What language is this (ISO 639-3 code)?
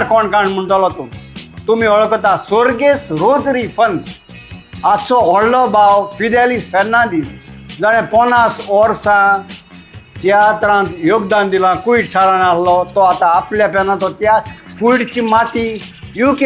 kok